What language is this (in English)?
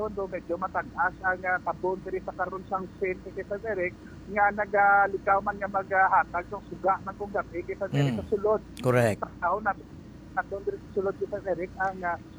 Hiligaynon